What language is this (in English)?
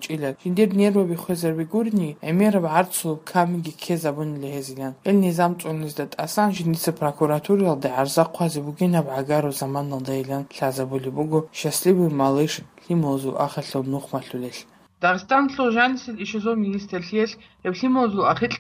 Avaric